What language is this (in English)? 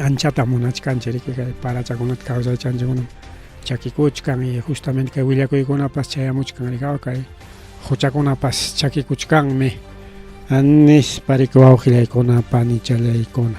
Ayacucho Quechua